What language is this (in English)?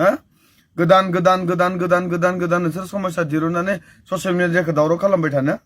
Bodo